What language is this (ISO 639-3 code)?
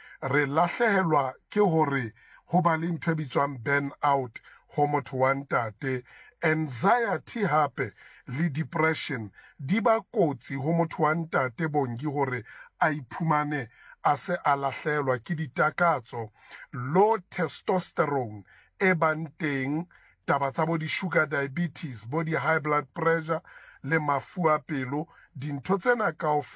sot